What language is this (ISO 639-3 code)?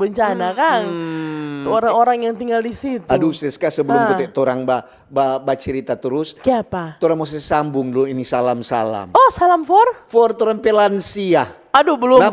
xmm